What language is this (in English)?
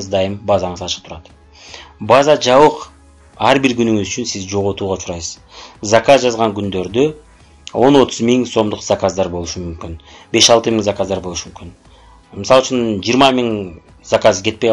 Kyrgyz